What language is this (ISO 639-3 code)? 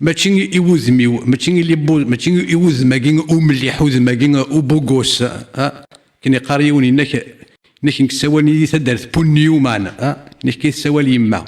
kab